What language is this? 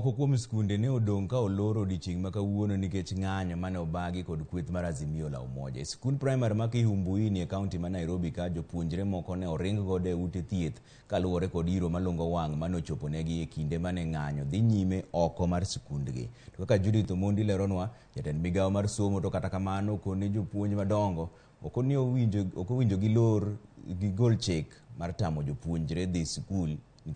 Luo (Kenya and Tanzania)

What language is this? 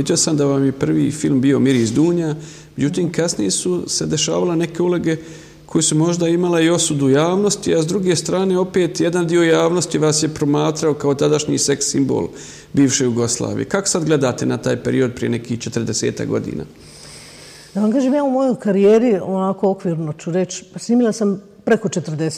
Bosnian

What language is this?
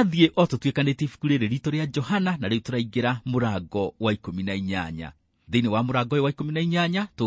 Kikuyu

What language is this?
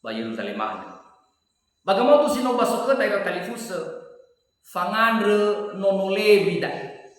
Nias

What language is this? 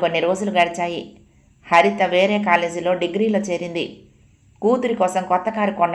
Telugu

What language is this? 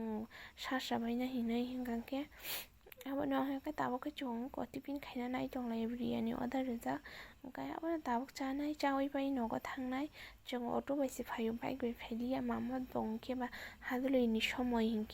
Kok Borok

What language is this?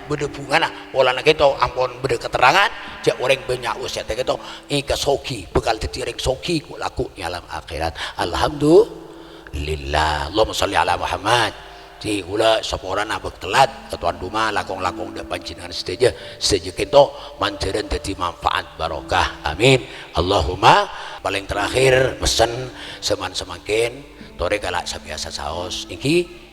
Madurese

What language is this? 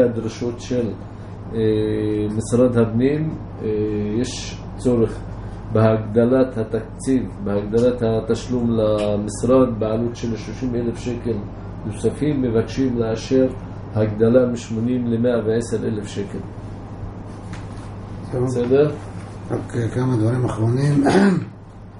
Hebrew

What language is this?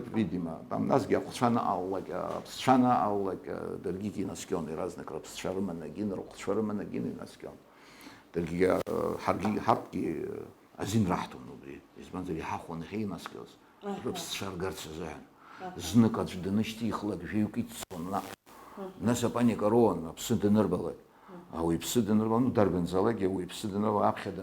Abkhazian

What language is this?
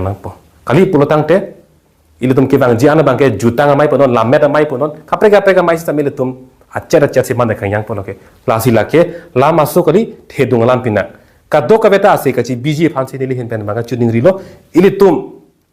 Karbi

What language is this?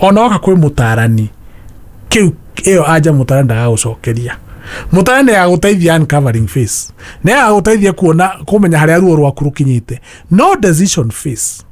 Kikuyu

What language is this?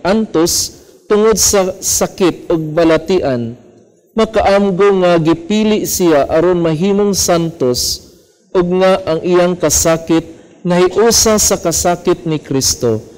Cebuano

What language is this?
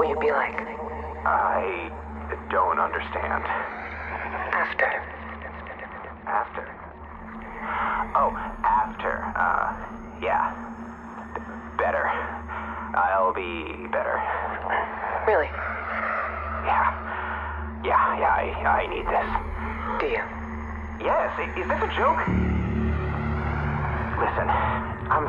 English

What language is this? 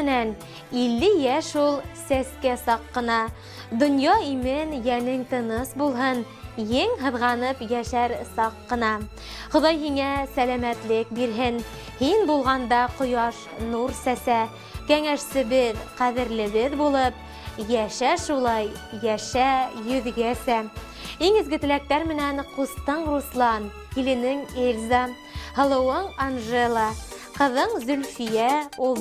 Bashkir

